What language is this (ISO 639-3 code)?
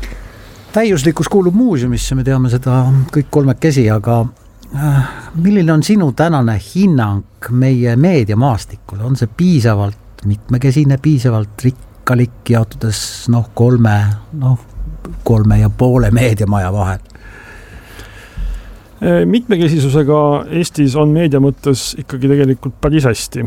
est